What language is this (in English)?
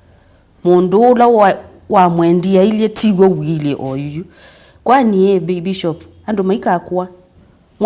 Kamba